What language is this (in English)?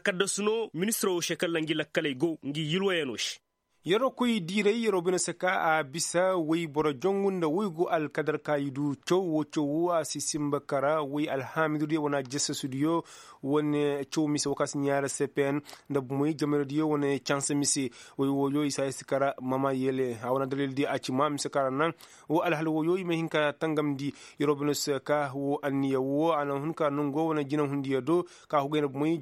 Koyraboro Senni